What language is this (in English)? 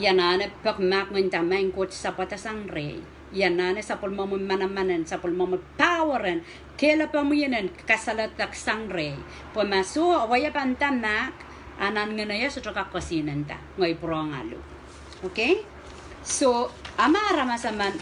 Pohnpeian